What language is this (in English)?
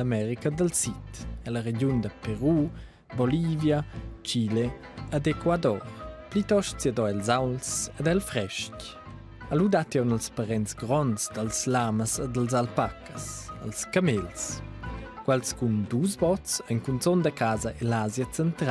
Romansh